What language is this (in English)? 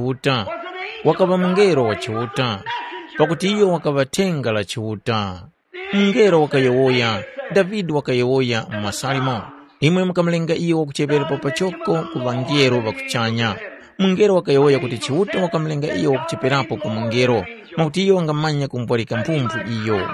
Tumbuka